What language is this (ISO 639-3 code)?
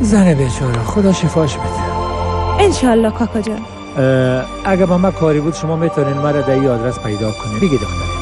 fas